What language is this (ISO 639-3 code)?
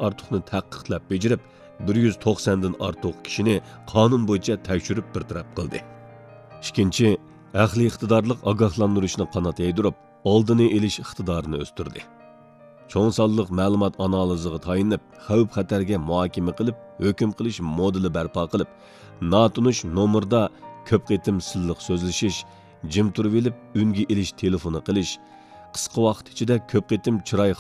uig